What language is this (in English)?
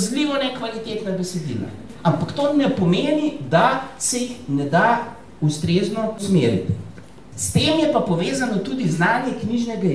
Slovenian